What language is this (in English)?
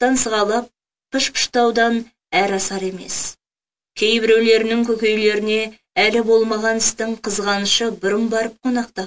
Kazakh